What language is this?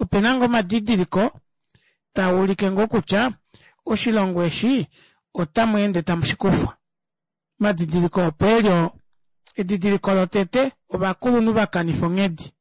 Kuanyama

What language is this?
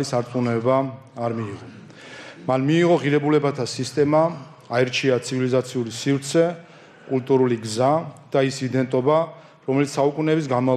Georgian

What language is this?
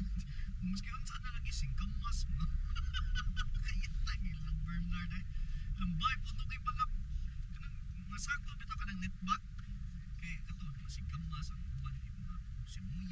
Cebuano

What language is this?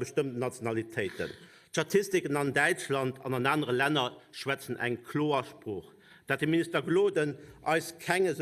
Luxembourgish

